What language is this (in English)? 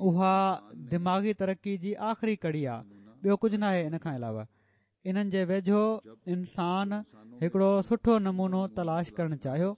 Sindhi